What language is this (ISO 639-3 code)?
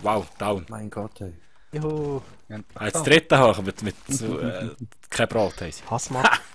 gsw